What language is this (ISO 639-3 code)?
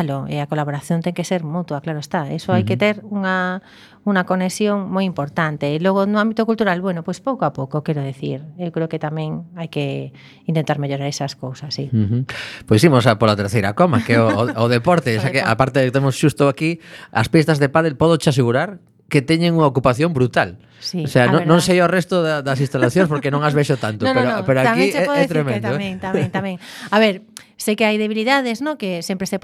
glg